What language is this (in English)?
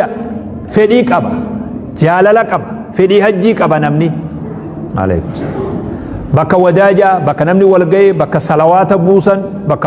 Oromo